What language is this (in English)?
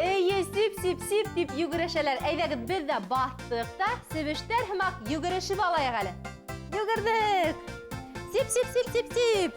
Bashkir